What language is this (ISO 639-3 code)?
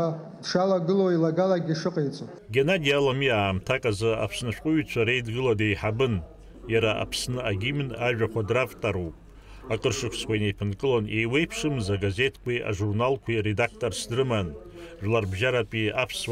abk